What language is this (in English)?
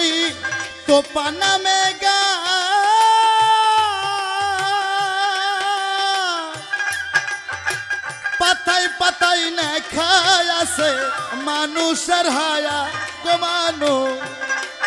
Bangla